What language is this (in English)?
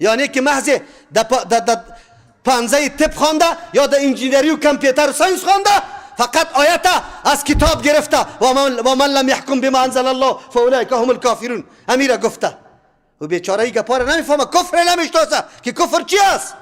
Persian